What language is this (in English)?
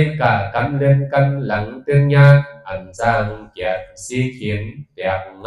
Shan